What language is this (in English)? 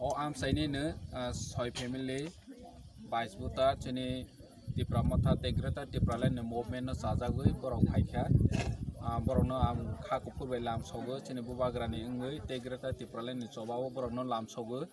Kok Borok